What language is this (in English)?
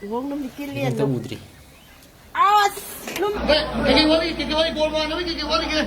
Manipuri